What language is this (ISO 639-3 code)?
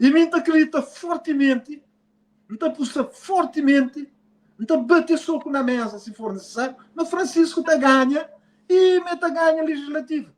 kea